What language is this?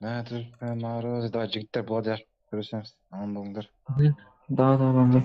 Kara-Kalpak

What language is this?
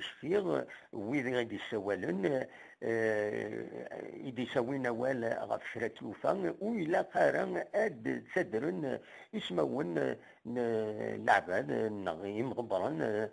Kabyle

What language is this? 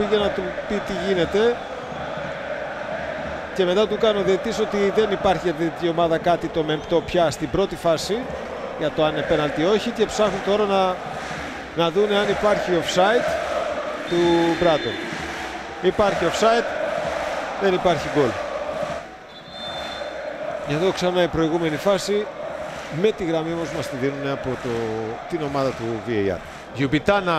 Greek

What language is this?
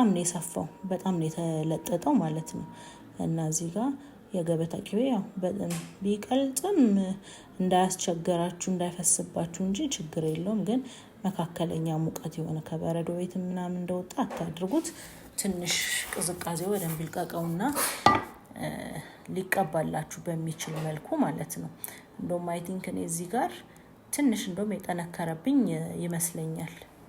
Amharic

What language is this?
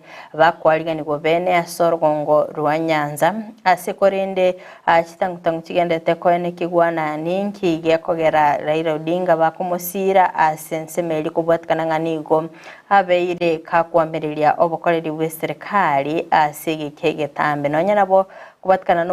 Gusii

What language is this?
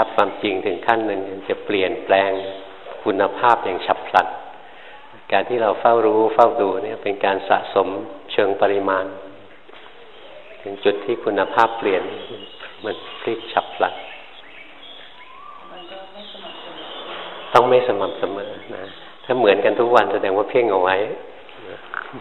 Thai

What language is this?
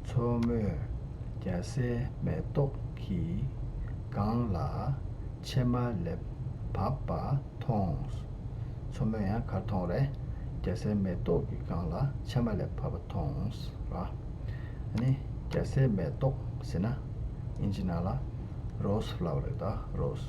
Tibetan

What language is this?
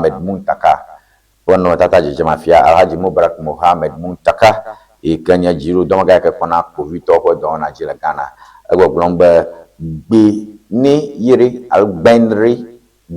Ewe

